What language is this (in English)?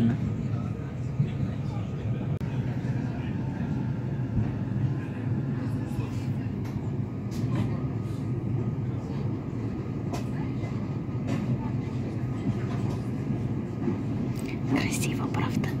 Russian